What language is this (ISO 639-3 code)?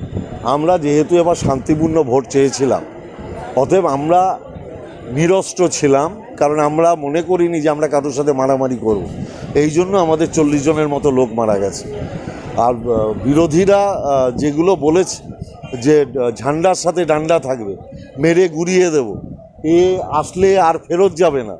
ben